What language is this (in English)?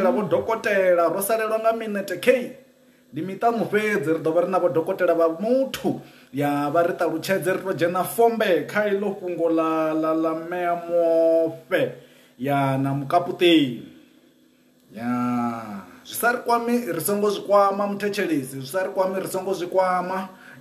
Venda